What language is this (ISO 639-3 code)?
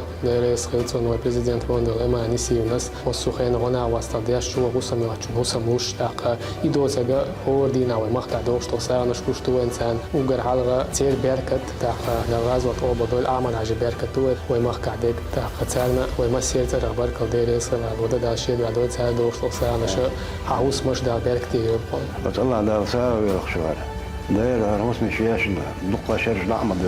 che